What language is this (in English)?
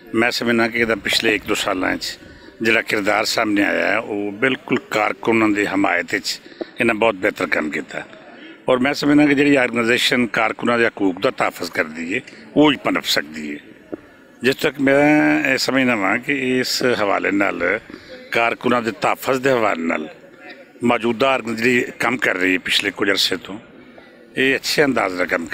Western Panjabi